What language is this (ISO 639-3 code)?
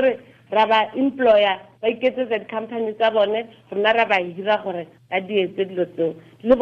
tsn